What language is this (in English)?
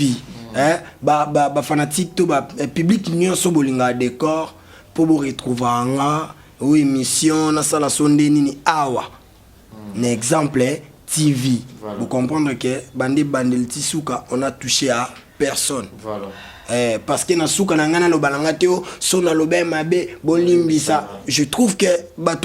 Lingala